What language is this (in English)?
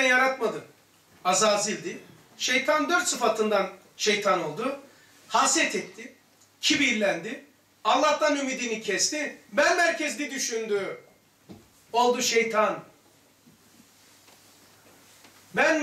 Turkish